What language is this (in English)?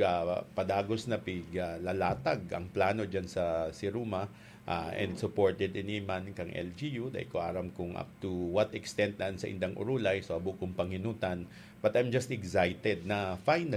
Bikol